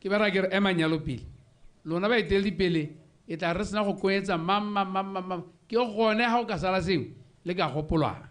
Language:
Tswana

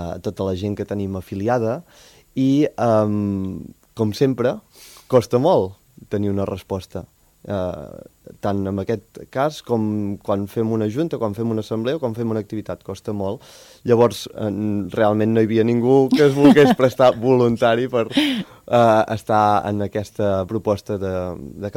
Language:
Catalan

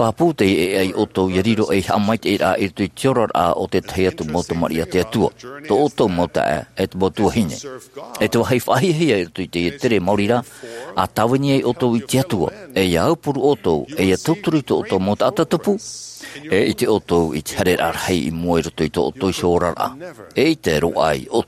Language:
Tahitian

